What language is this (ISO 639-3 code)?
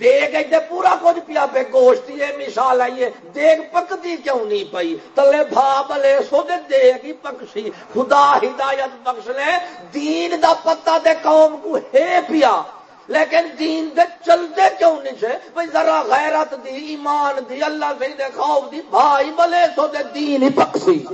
skr